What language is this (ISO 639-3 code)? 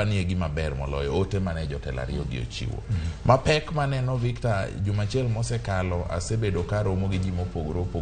luo